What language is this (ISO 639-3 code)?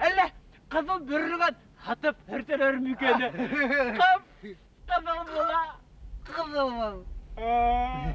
bak